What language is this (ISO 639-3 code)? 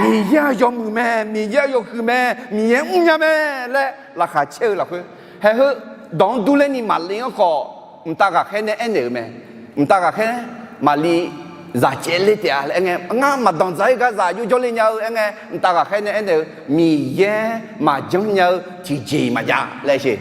ahk